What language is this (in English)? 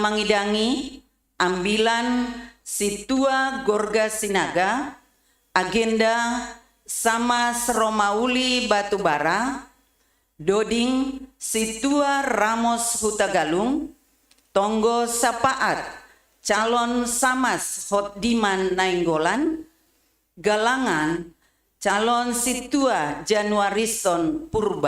Batak Simalungun